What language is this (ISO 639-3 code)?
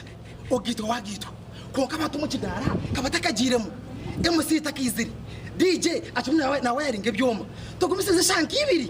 nyn